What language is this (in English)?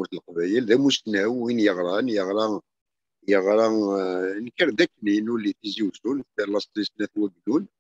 Kabyle